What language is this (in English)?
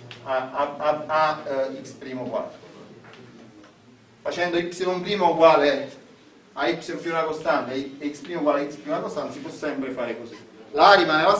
Italian